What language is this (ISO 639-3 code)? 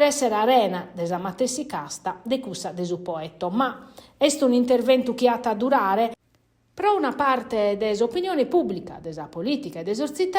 srd